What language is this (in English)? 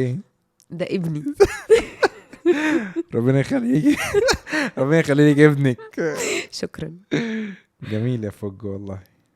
Egyptian Arabic